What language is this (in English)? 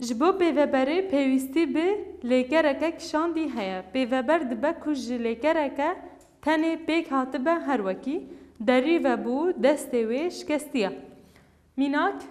Kurdish